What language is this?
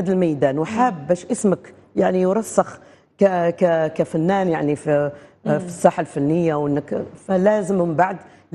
Algerian Arabic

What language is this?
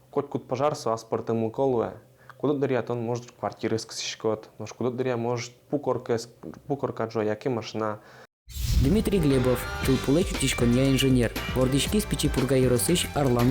Udmurt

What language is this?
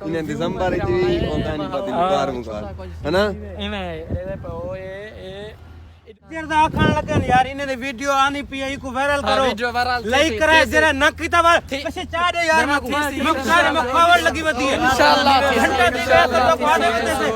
Saraiki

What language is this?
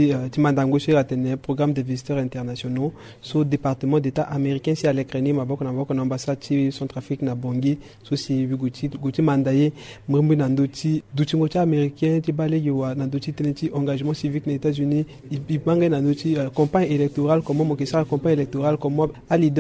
Sango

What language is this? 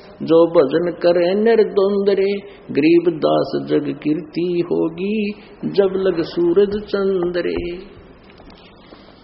Hindi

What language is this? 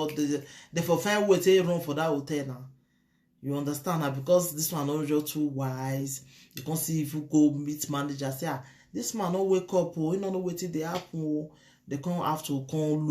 Nigerian Pidgin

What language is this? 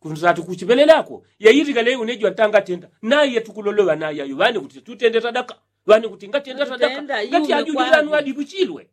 Yao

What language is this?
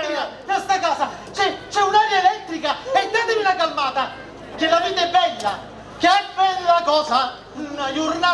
Sicilian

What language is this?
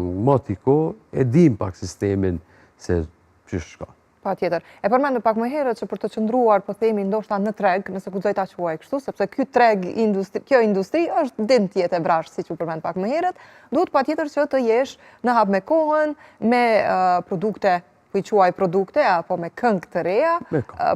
Albanian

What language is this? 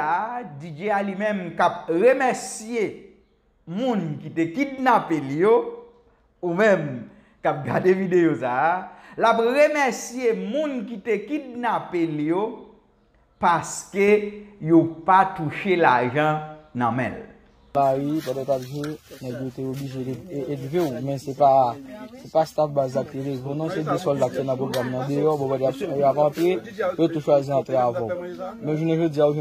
Haitian Creole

